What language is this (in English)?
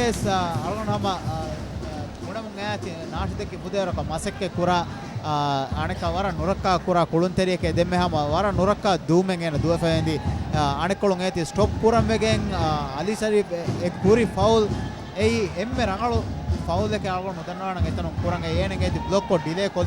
Divehi